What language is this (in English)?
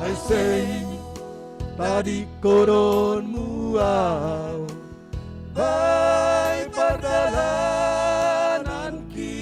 Batak Simalungun